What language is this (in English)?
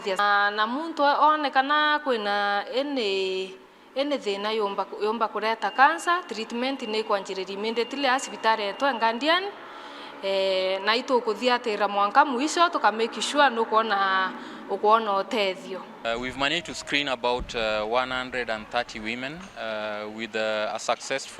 Meru